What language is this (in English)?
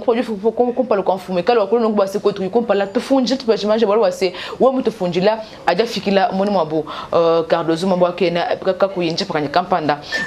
Luba-Lulua